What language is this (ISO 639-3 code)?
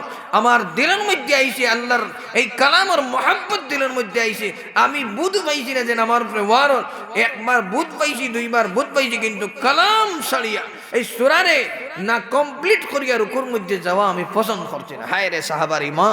syl